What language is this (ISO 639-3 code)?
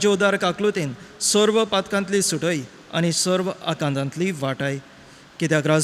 kok